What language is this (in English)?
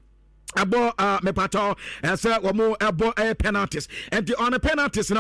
Akan